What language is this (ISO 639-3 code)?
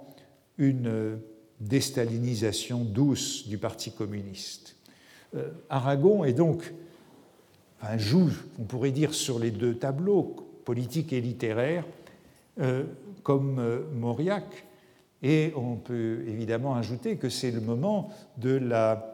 fra